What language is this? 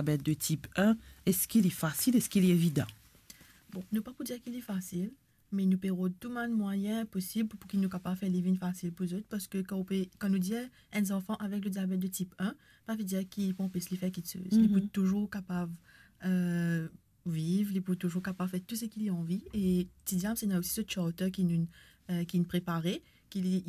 Morisyen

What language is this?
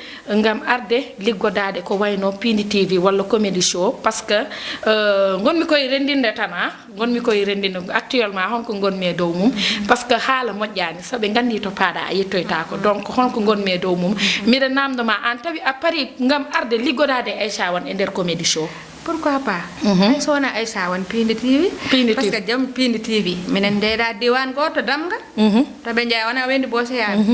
Fula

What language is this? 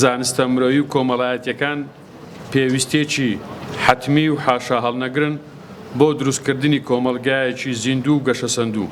Central Kurdish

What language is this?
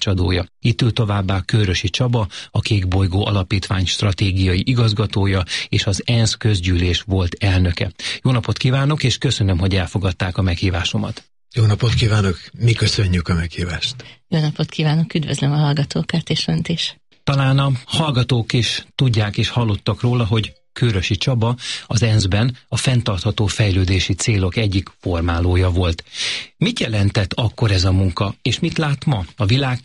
Hungarian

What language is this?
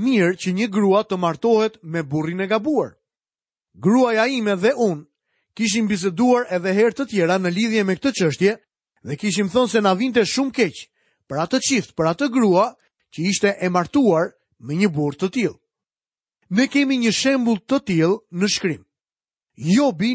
Albanian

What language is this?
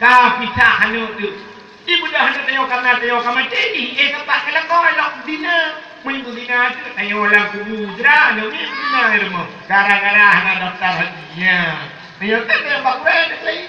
Achinese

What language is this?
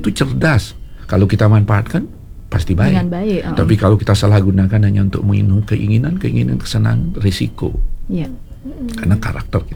Indonesian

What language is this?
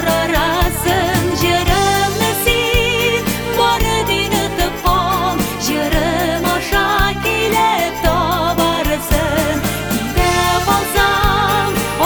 Tatar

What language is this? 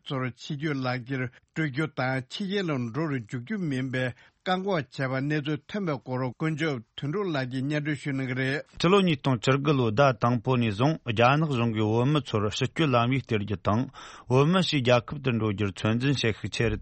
Tibetan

